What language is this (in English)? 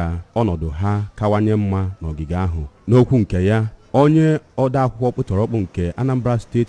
Igbo